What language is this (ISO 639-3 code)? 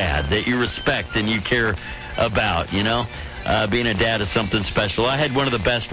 eng